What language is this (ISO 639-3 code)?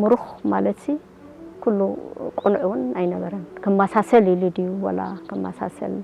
tir